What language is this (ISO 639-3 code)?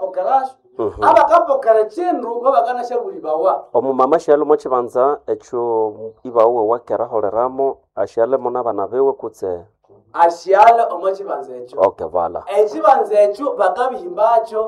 nnb